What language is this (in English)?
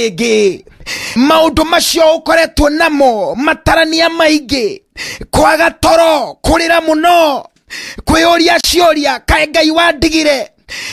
Kikuyu